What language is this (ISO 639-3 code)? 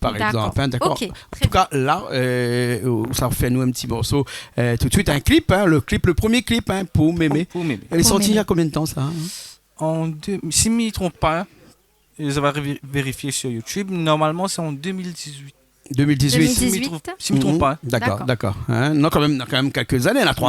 rcf